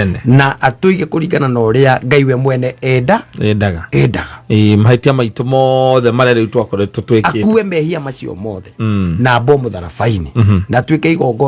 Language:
Kikuyu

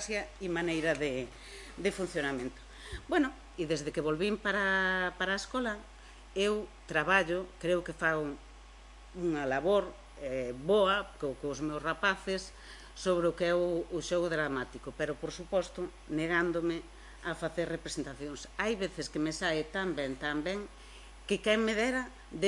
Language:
Galician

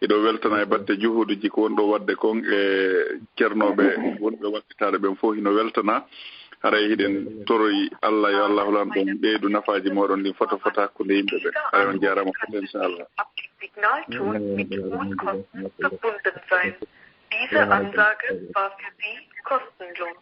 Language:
Fula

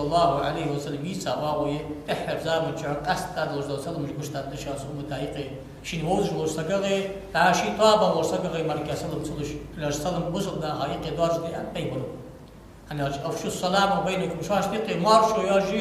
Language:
Ingush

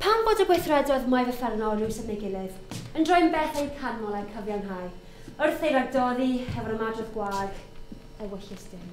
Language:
Welsh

